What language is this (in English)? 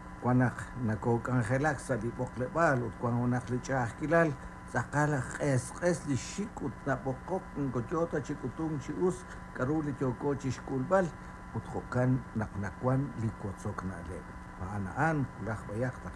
Kekchí